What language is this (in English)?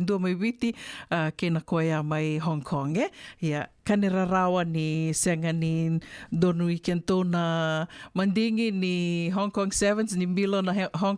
Fijian